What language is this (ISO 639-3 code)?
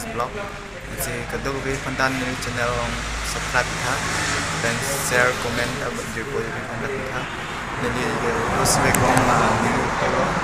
mjw